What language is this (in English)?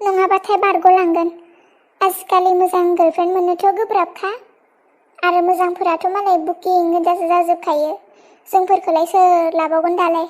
Bodo